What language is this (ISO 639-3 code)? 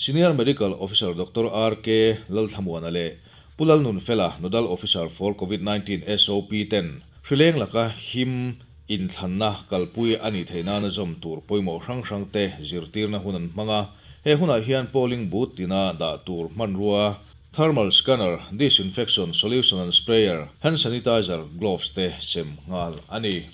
lus